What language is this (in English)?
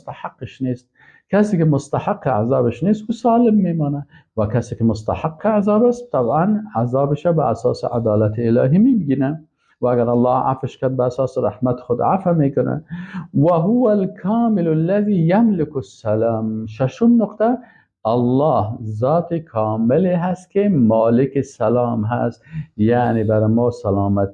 Persian